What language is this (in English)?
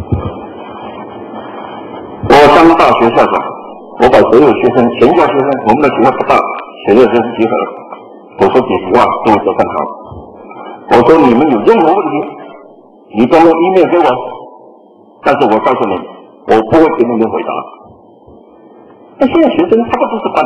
Chinese